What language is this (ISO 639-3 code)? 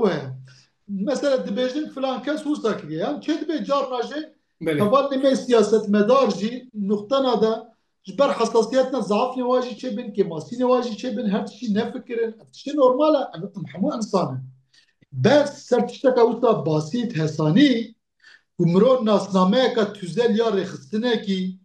kur